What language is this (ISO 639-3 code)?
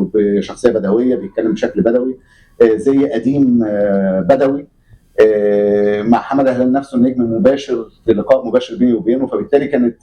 arz